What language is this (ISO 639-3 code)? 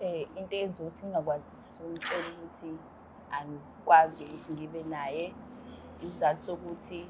zul